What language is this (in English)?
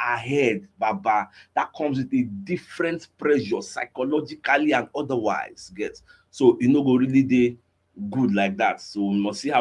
Nigerian Pidgin